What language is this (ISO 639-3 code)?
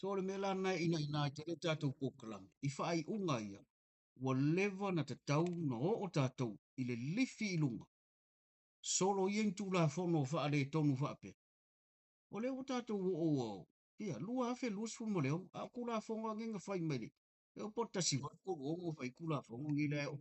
smo